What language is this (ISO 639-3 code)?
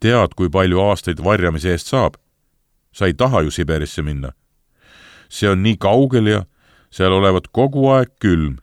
est